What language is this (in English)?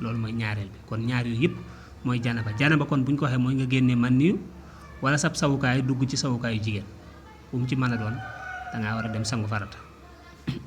Wolof